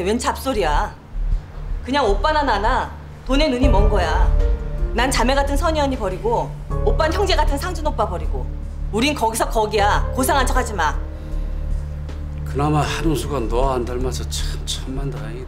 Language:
Korean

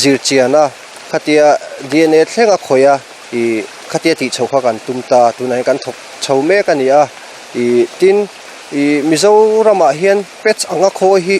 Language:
Mizo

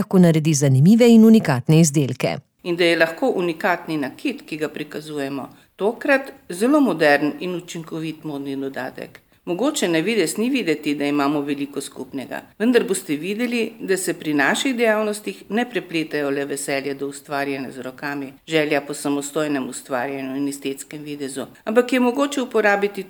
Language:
Slovenian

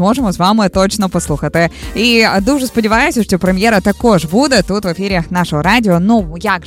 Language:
Ukrainian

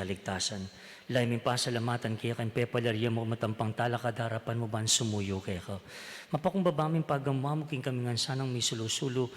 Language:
Pampanga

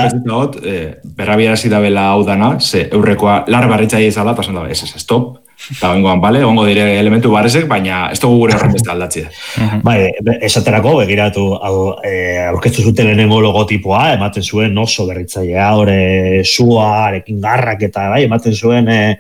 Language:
Basque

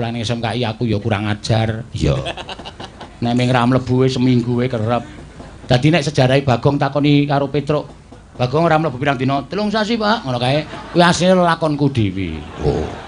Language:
Javanese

